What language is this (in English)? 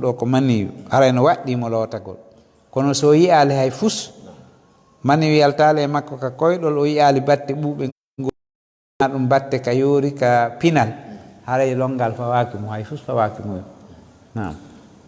Fula